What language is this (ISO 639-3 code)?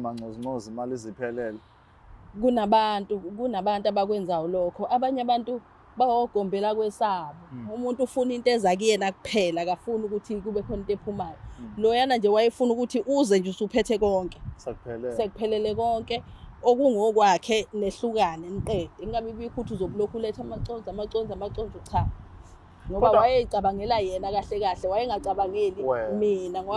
zul